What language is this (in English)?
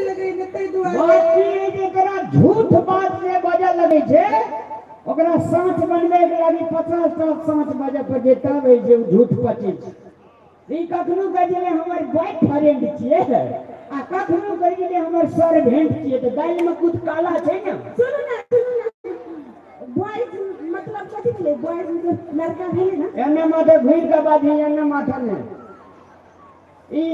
Maithili